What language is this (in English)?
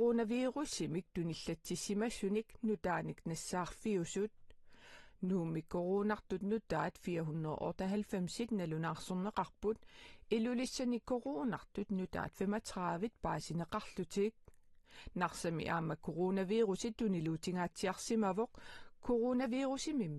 Kalaallisut